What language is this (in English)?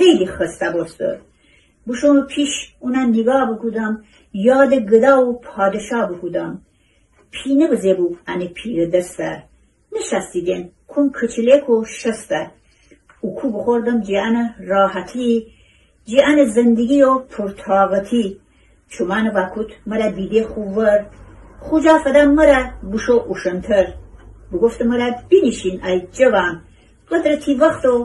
Gilaki